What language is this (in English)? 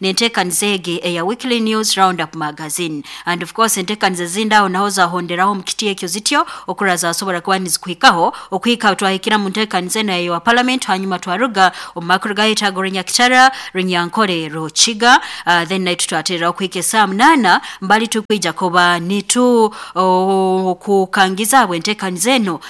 Nyoro